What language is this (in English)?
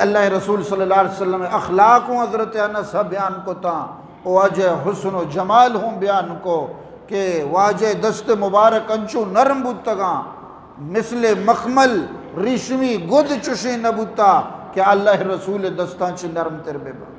Eastern Balochi